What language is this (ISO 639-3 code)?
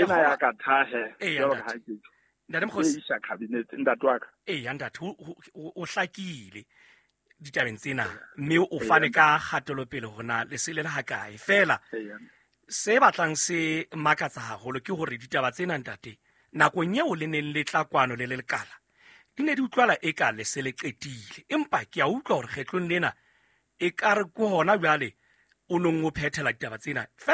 sot